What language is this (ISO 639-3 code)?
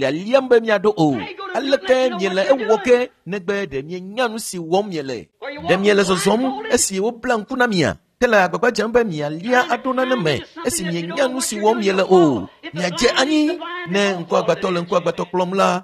ewe